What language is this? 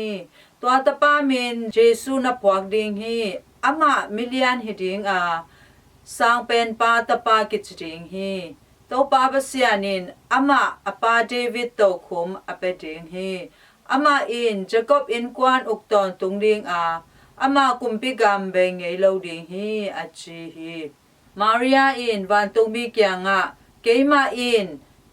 Tedim Chin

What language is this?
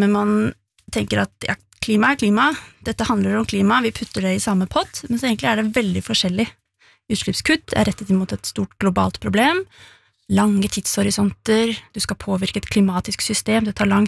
Norwegian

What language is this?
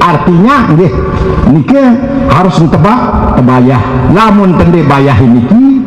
Sasak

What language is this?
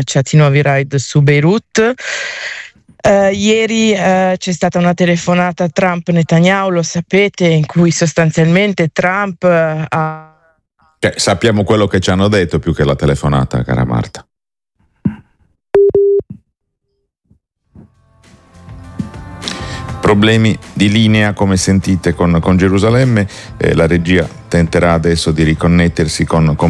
Italian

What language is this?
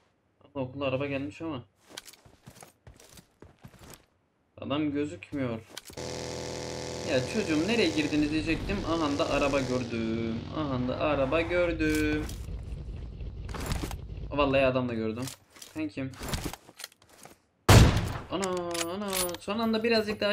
Turkish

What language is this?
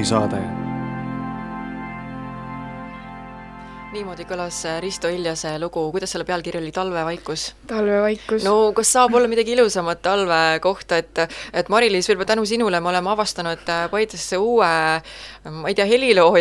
Estonian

